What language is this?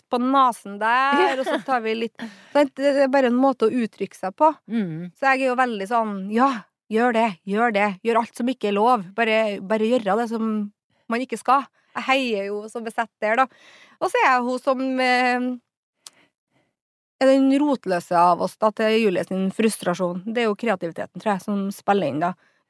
Norwegian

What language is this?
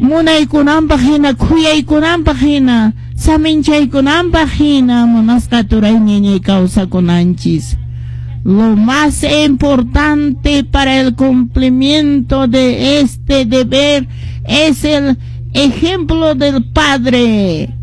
Quechua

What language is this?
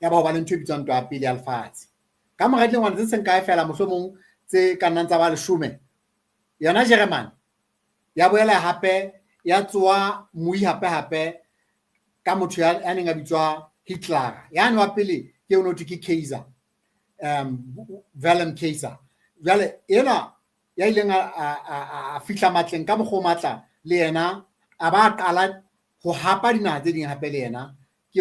Southern Sotho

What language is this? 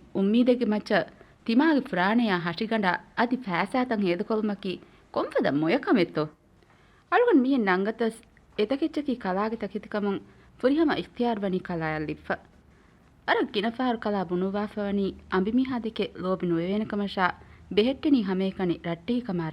Divehi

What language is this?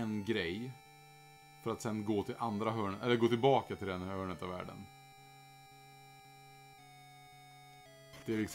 Swedish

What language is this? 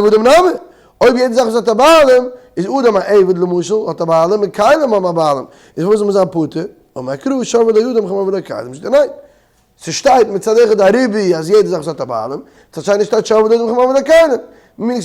Yiddish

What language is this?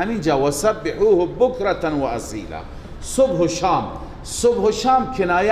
Persian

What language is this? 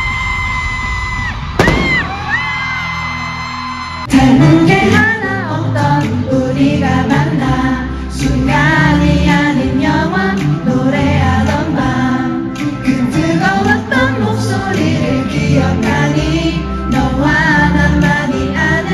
Korean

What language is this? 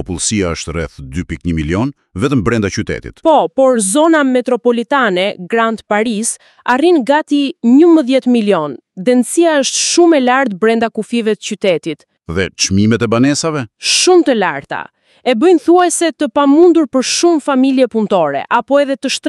Albanian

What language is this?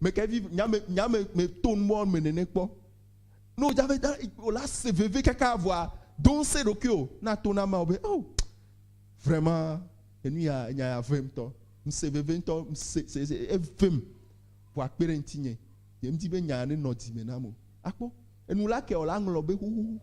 Ewe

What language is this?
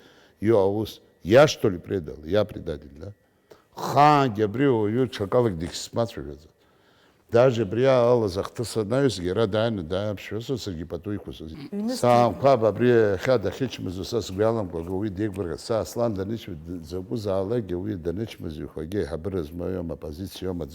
Abkhazian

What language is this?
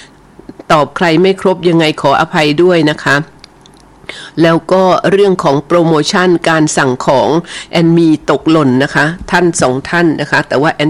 Thai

